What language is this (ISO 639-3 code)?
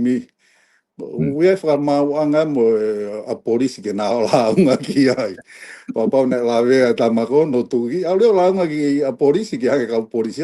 ton